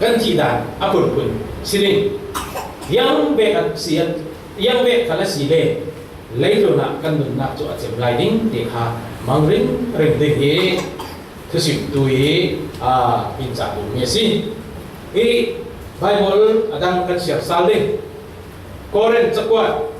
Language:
Falam Chin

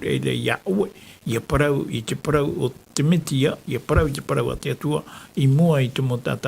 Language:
Tahitian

